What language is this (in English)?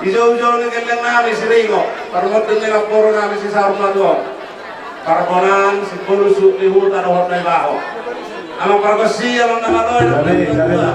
Batak Toba